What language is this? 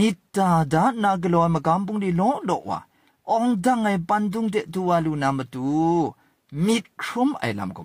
Kachin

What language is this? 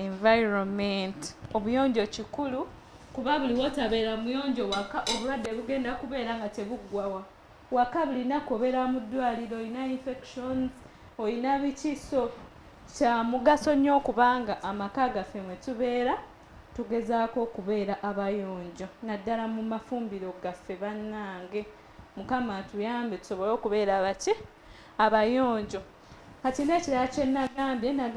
Ganda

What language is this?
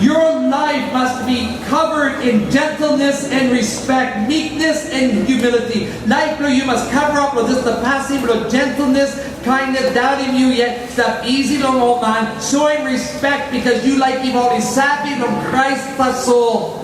Tok Pisin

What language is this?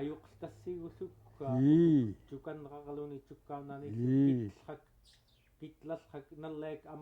Central Yupik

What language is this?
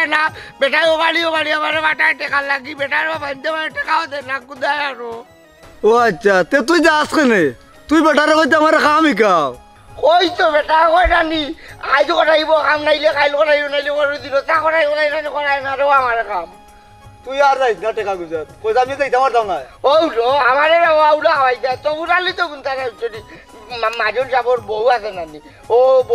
Sylheti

